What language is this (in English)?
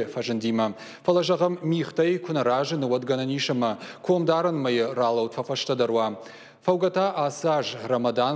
Ossetic